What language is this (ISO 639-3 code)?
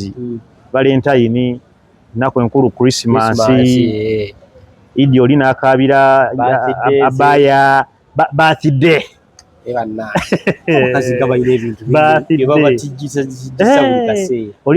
lug